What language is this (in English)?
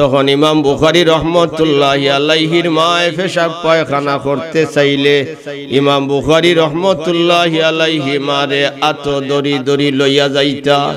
Sylheti